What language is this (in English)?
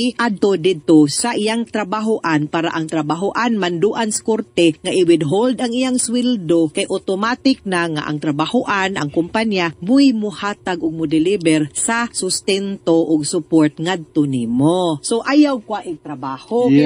Cebuano